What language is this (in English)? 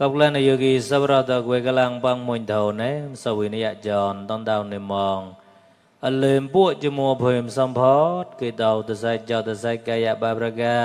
Mon